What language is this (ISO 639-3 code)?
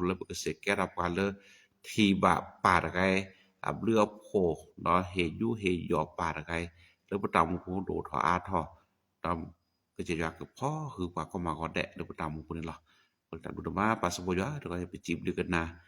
ksw